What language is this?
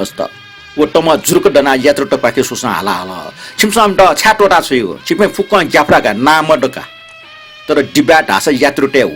Newari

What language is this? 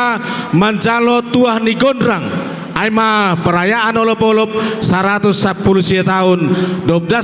Batak Simalungun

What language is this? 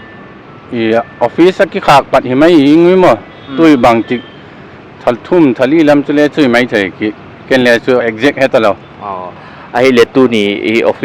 Paite Chin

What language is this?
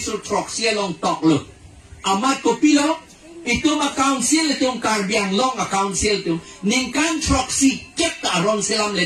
Karbi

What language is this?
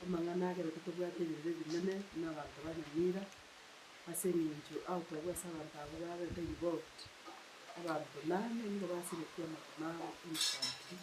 Gusii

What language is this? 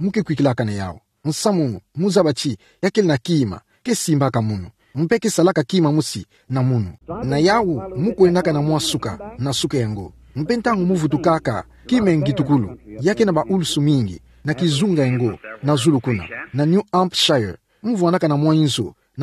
Kituba (Democratic Republic of Congo)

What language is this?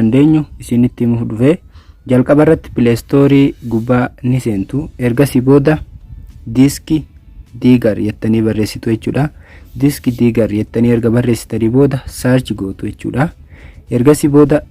Oromo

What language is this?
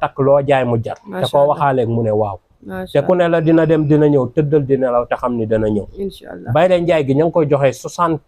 Wolof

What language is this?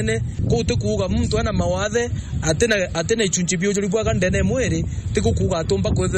Meru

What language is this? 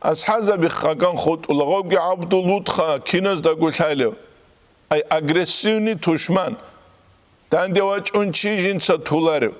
Avaric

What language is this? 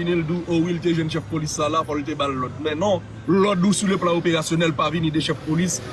Haitian Creole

